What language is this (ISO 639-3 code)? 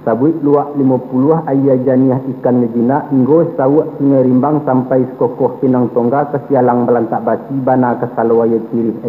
min